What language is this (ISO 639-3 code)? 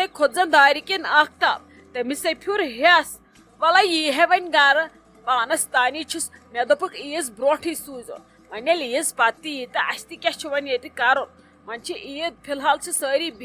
kas